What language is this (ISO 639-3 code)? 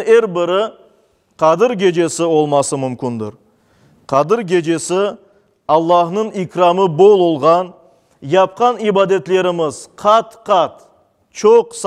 crh